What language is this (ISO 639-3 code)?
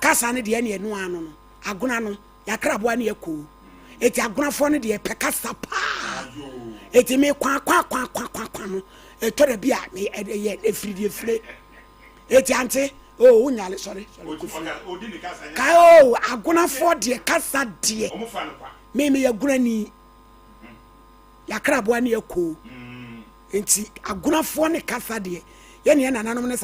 aka